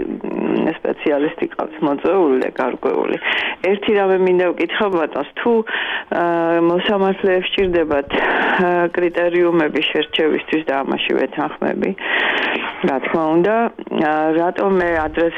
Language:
Georgian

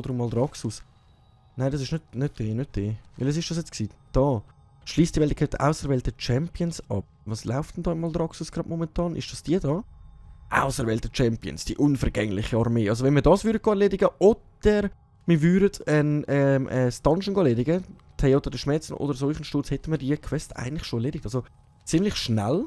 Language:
Swiss German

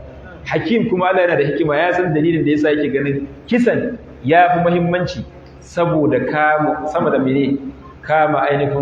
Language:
Hausa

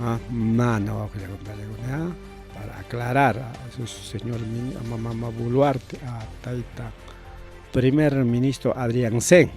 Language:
Ayacucho Quechua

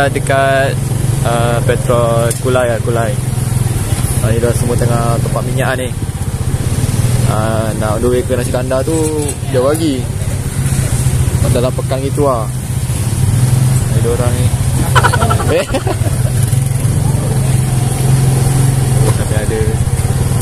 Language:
Malay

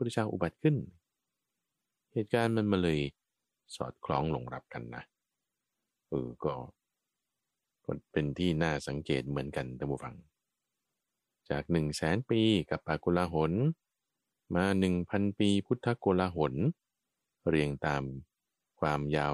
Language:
Thai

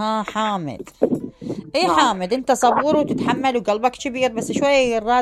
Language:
Mesopotamian Arabic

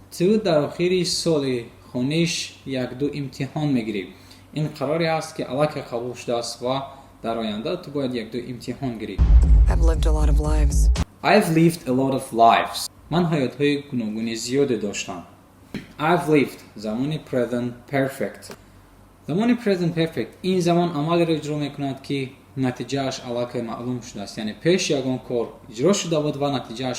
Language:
Tajik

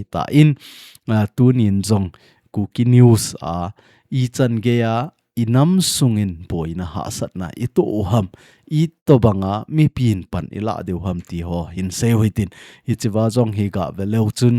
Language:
Thado Chin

